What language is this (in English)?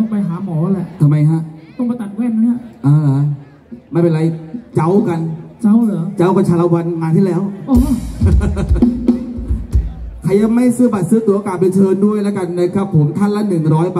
Thai